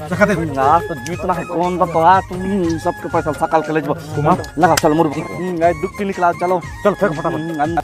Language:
Chhattisgarhi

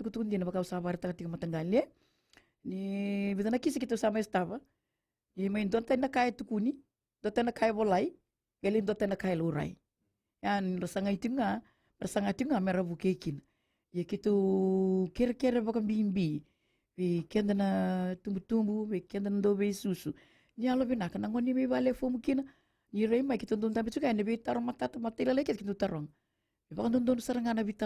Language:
Fijian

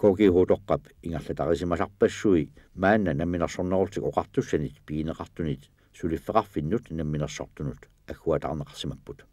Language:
Kalaallisut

